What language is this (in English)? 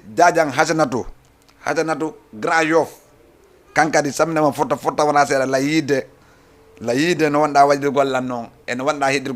Fula